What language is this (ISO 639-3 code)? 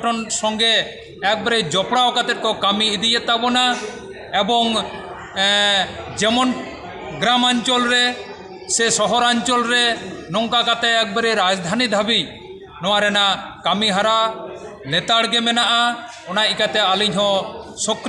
sat